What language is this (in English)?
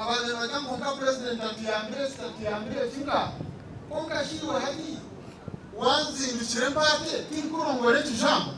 Nyankole